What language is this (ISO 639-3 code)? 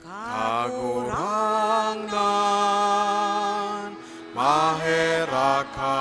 bik